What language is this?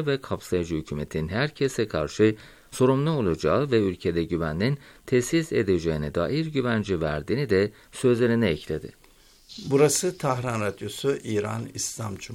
Turkish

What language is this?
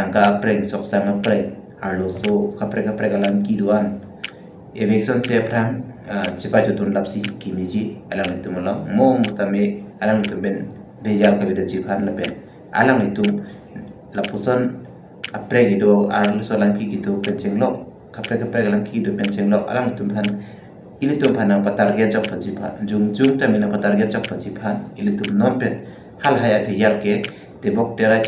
Karbi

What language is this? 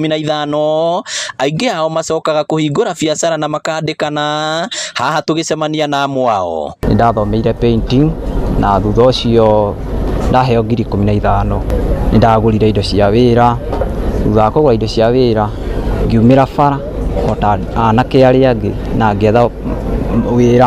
Kikuyu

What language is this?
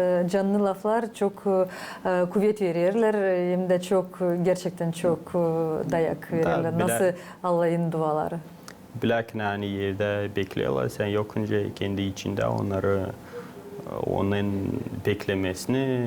Gagauz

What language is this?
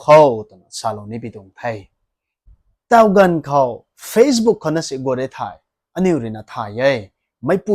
Rongmei Naga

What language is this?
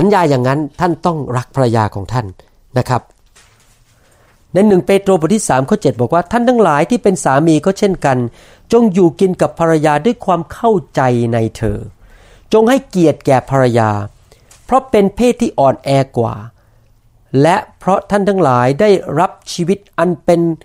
Thai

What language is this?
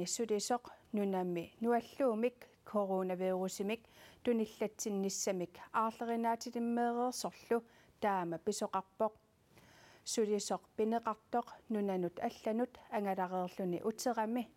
Kalaallisut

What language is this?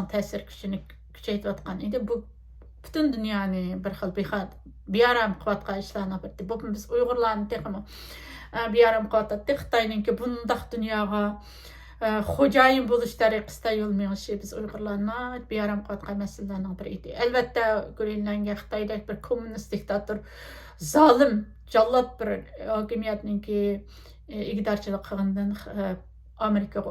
Uyghur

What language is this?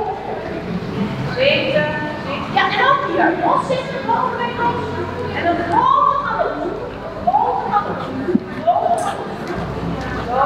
Dutch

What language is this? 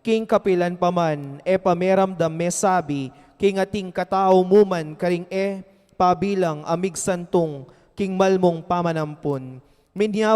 Pampanga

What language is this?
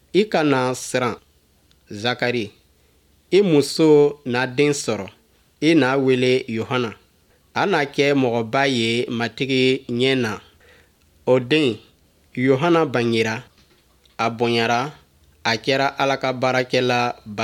Bambara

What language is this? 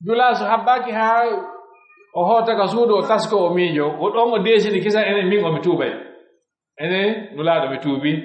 Pular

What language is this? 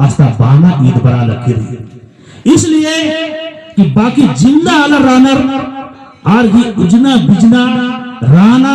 Kurukh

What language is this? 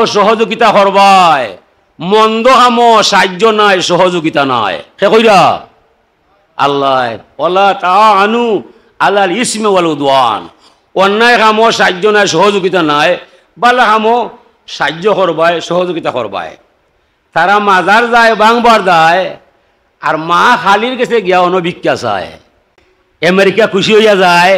Sylheti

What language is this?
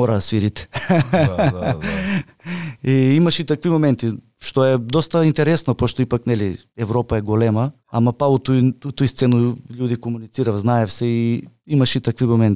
Macedonian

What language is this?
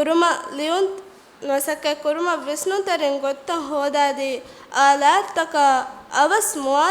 Divehi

